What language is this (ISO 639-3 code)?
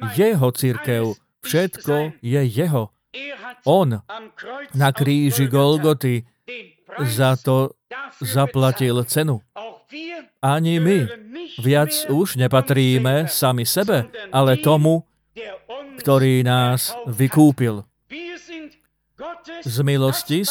slk